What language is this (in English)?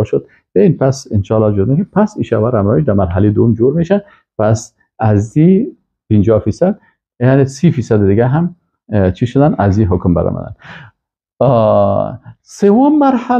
Persian